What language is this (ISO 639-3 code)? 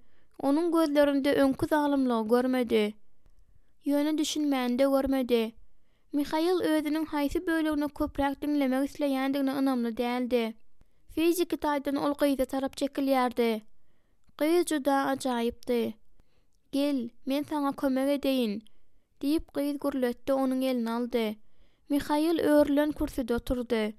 tuk